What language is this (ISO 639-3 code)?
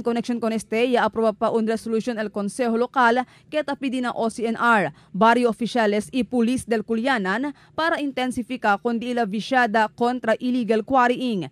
cbk